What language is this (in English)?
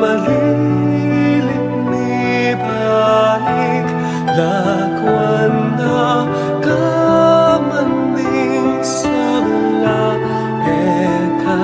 Pampanga